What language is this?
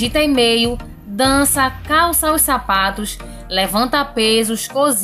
Portuguese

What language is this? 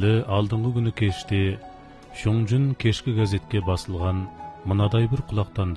Kazakh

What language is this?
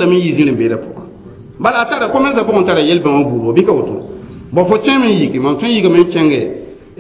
Mossi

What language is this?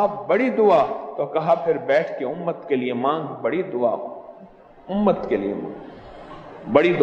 Urdu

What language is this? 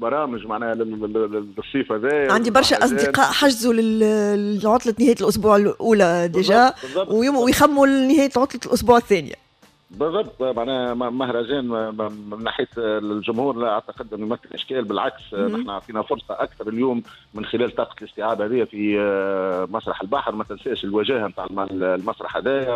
Tunisian Arabic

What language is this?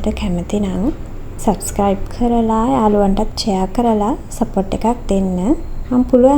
Sinhala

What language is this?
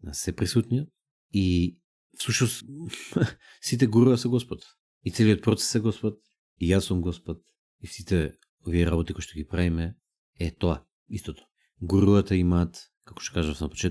Macedonian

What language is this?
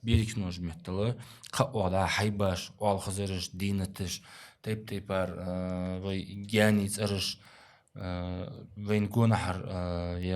Ingush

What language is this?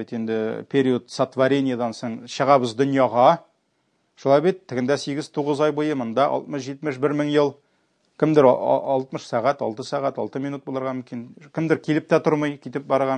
Tatar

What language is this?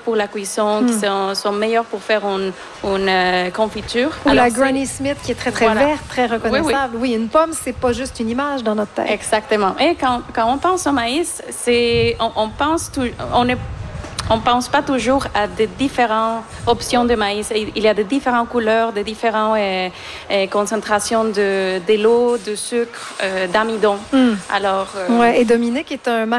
French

